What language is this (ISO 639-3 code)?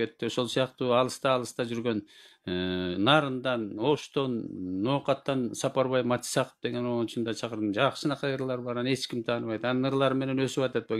kir